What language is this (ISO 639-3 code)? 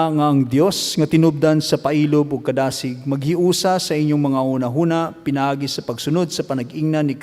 ceb